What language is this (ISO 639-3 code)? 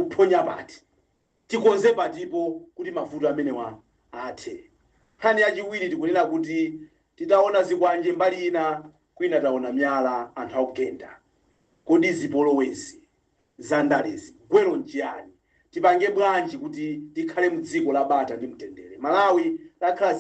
nya